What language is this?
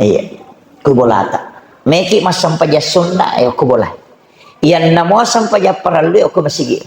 Buginese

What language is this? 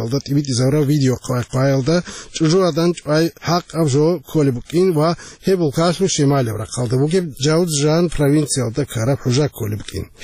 Avaric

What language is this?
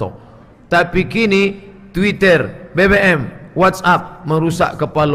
Minangkabau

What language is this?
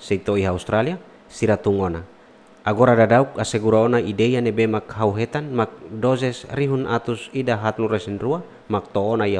Tetum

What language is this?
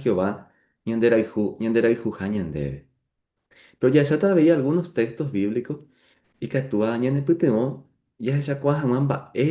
Guarani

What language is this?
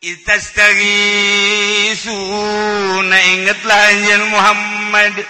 Sundanese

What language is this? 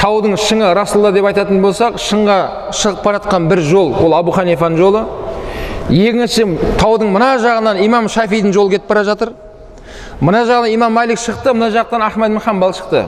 Kazakh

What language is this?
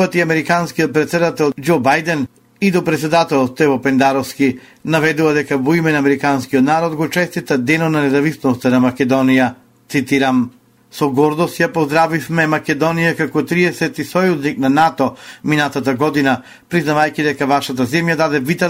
Macedonian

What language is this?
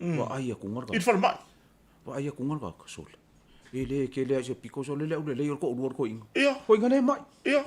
Samoan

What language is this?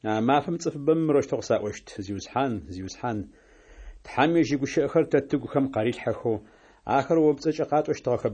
Adyghe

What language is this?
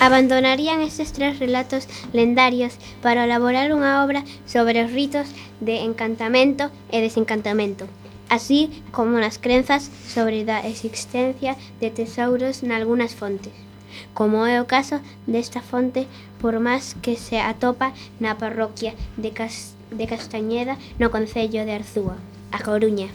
Galician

